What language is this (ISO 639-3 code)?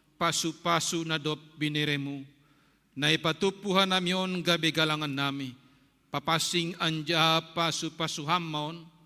bts